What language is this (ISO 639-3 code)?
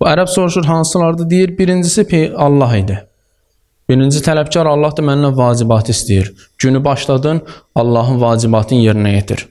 aze